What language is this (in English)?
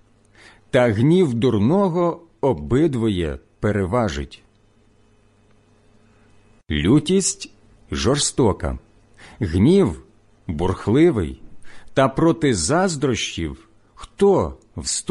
Ukrainian